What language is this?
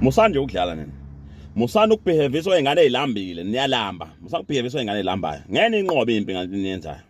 Zulu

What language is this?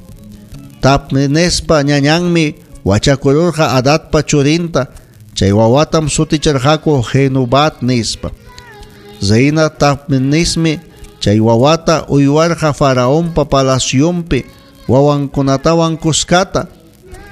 Ayacucho Quechua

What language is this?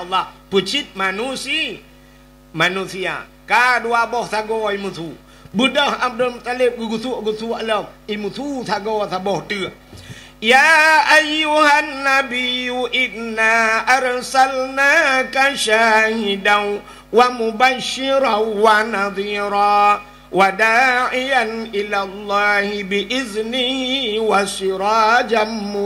Achinese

